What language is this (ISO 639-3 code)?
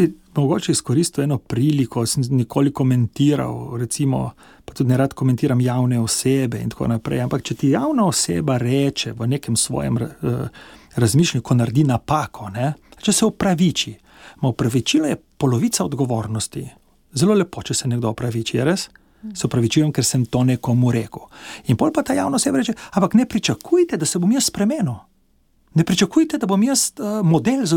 slv